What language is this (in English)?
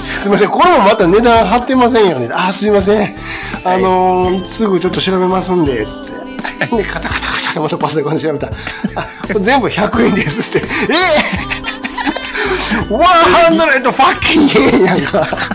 Japanese